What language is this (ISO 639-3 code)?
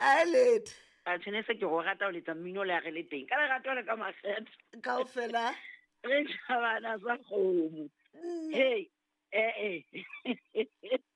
sot